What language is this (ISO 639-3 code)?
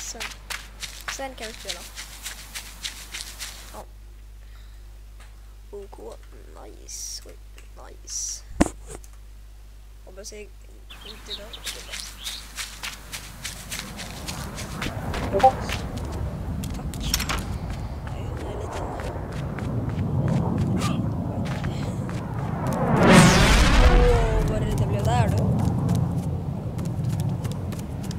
swe